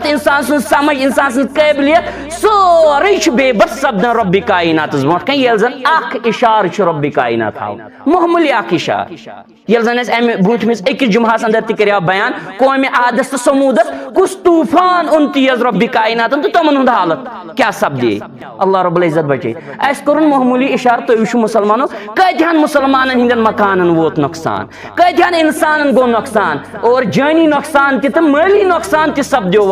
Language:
Kashmiri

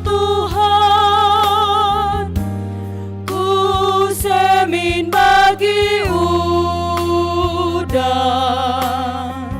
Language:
Batak Karo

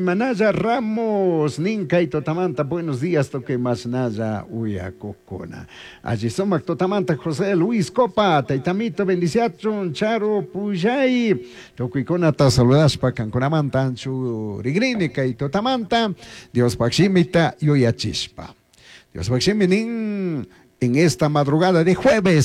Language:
Chimborazo Highland Quichua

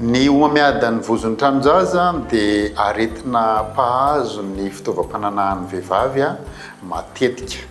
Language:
Malagasy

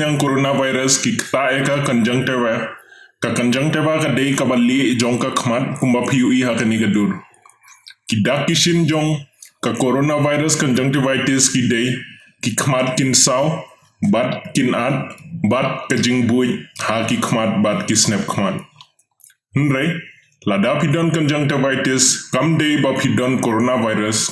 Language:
Khasi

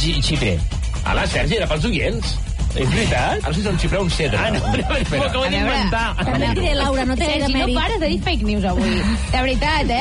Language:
Catalan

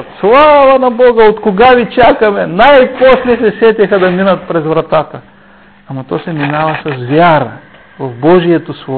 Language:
Bulgarian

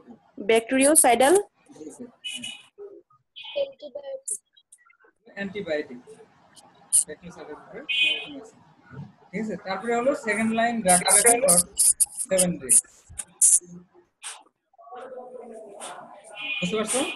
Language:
Bangla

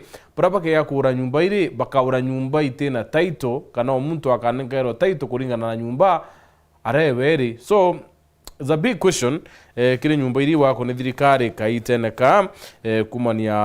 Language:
Meru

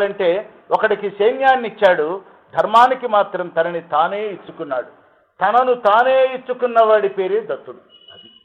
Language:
Telugu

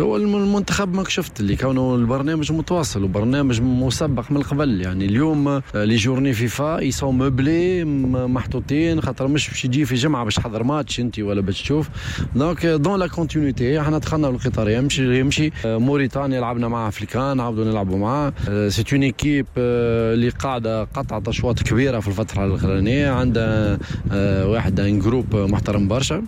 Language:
Tunisian Arabic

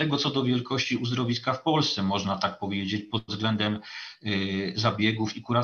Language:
Polish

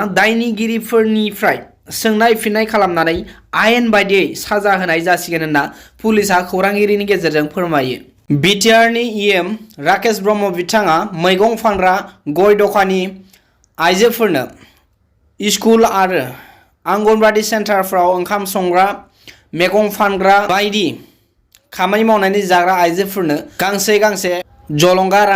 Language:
Bodo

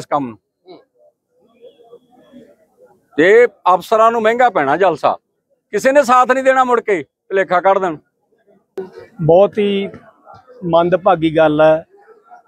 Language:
Punjabi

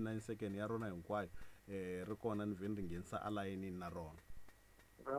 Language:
Tsonga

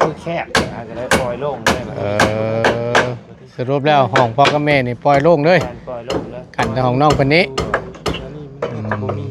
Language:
Northeastern Thai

